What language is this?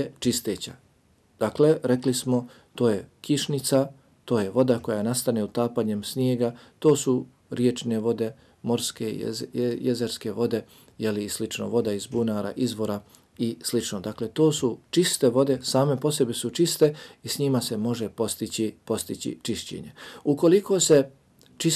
Bosnian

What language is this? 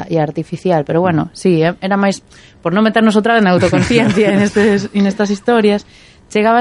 Galician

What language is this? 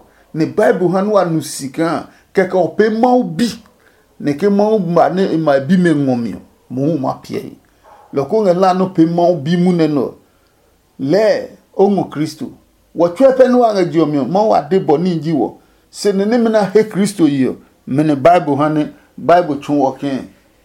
Adangme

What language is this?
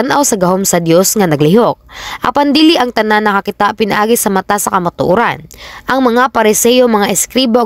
Cebuano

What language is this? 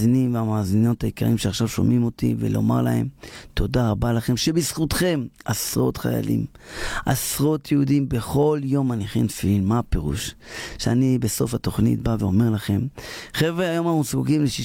Hebrew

